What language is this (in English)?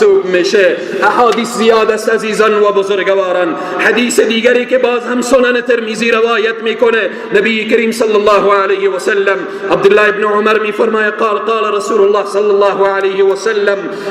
Persian